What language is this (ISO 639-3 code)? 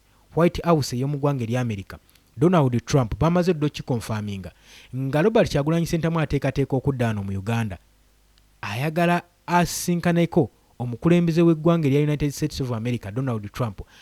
lug